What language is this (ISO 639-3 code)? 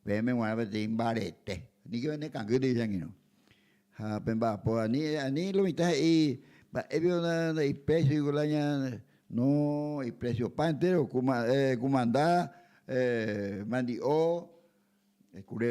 grn